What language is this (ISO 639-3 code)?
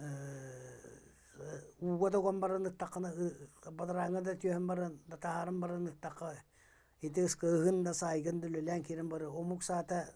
sah